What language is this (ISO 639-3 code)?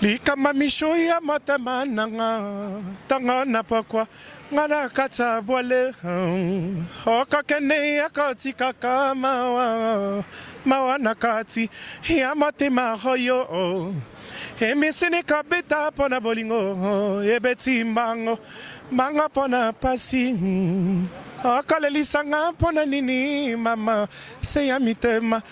lin